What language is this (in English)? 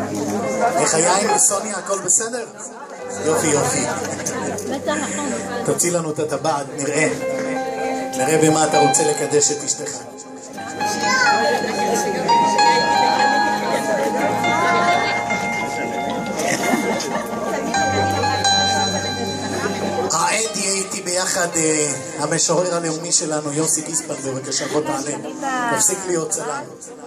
Hebrew